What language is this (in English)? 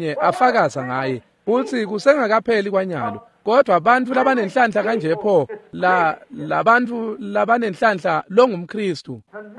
Swati